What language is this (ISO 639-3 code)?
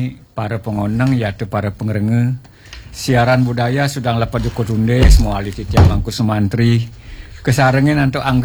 ban